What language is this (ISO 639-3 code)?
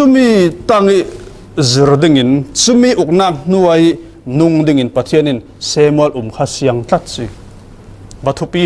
cfm